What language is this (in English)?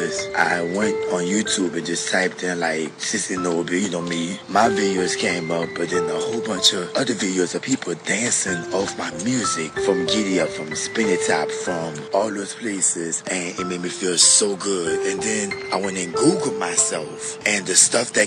English